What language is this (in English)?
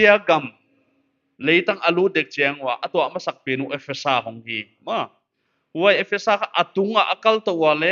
Paite Chin